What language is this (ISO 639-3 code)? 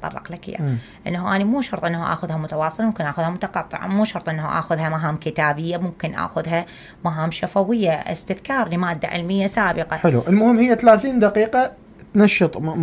acm